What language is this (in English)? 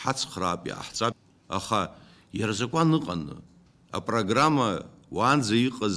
Abkhazian